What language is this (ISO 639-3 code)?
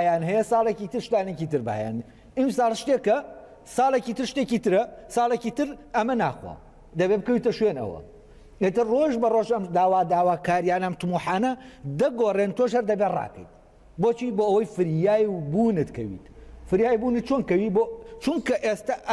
ckb